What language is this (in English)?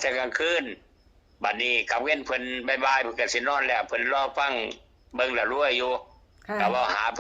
Northeastern Thai